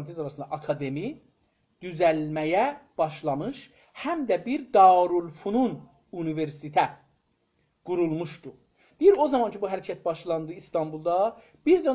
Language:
South Azerbaijani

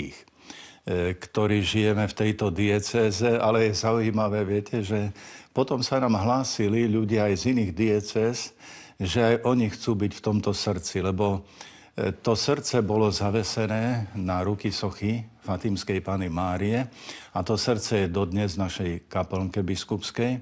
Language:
Slovak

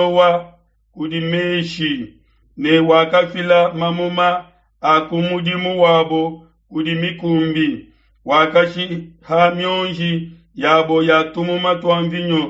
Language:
Luba-Lulua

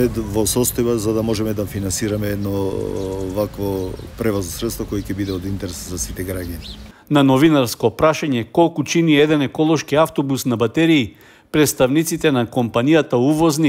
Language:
Macedonian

